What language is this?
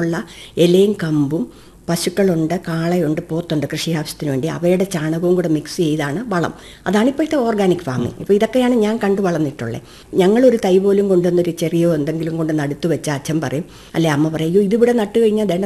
Malayalam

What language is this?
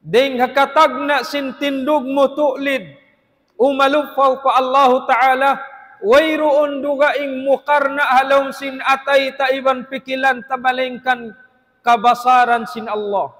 Tausug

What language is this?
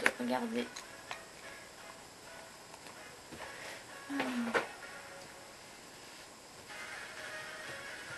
French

